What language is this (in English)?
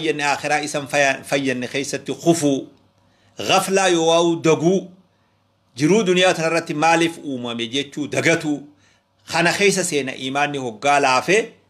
Oromo